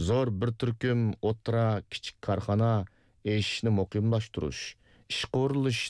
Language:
Uyghur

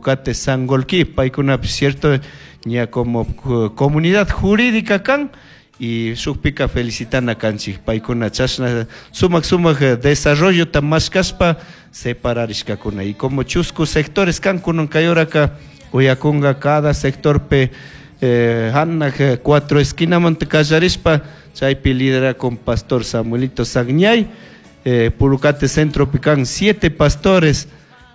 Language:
Chimborazo Highland Quichua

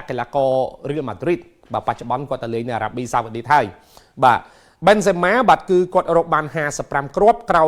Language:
Khmer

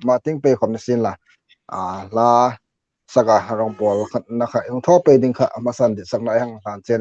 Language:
Hmar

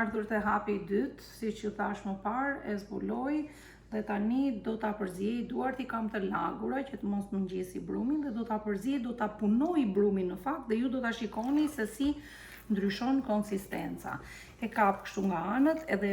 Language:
Albanian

